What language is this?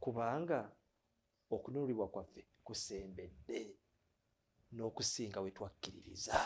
Ganda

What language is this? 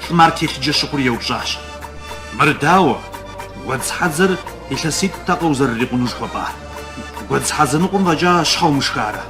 Kabardian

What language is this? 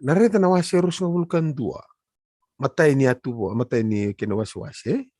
Fijian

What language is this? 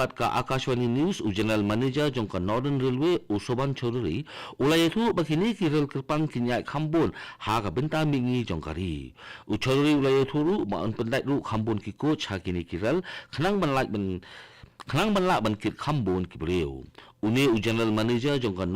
Khasi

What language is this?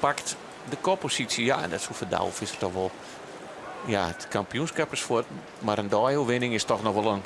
Western Frisian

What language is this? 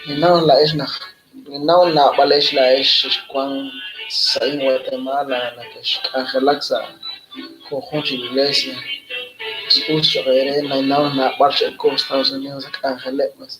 Kekchí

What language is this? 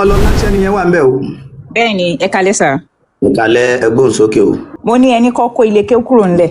Yoruba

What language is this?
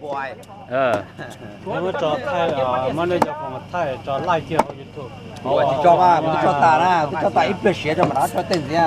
Hmong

